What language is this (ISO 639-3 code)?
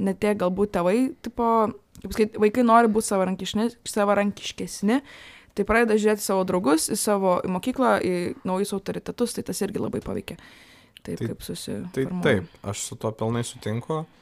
lit